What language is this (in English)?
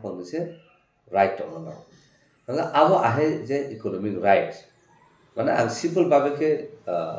Kok Borok